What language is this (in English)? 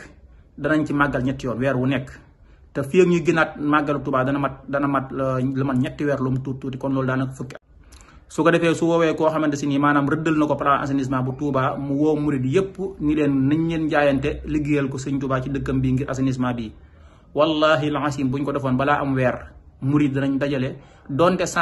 Wolof